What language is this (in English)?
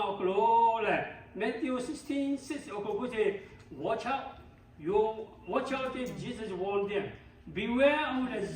Lahu